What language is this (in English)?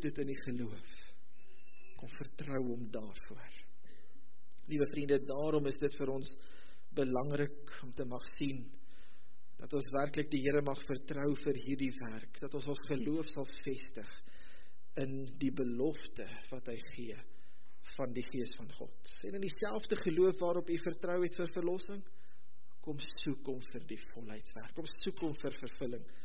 Afrikaans